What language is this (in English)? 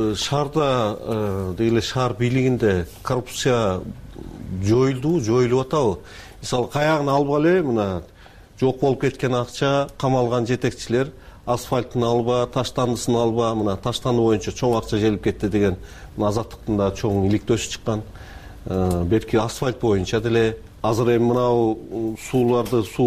Kyrgyz